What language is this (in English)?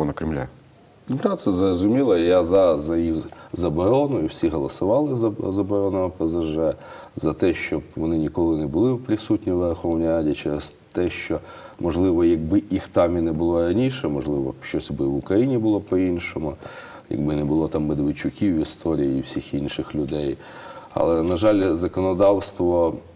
Ukrainian